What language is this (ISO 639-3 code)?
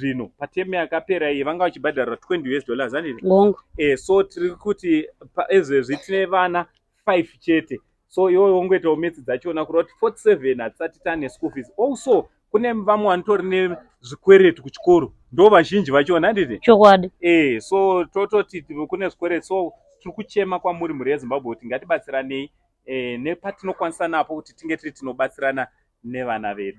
sna